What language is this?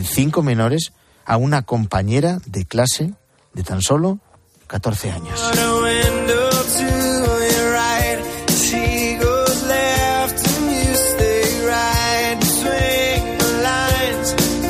Spanish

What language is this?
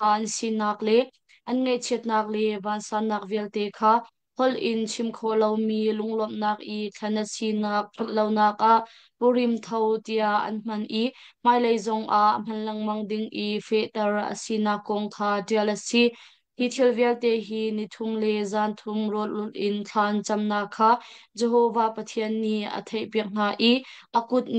Hakha Chin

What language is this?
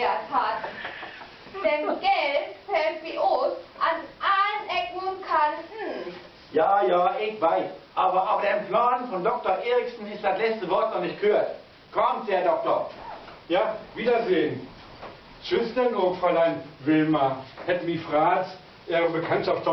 Low German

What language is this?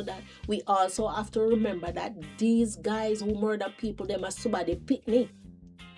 Jamaican Creole English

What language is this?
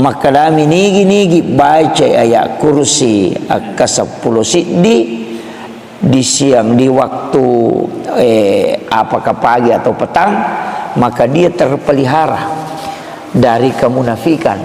Buginese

